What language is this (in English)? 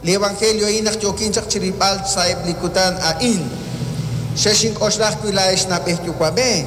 Kekchí